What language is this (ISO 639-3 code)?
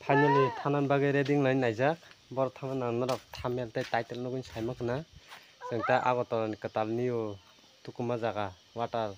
trp